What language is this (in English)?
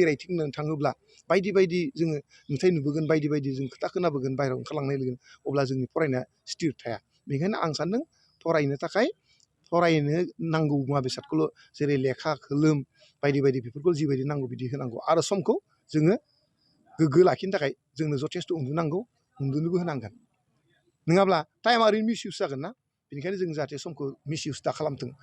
Bodo